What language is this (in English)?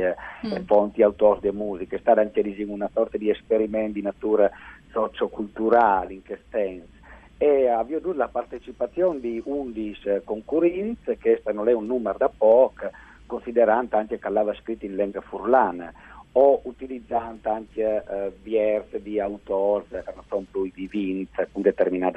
Friulian